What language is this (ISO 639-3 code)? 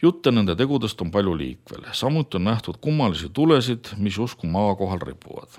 est